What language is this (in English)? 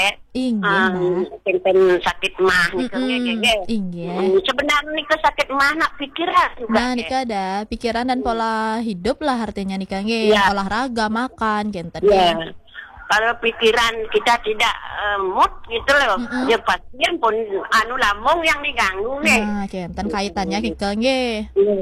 Balinese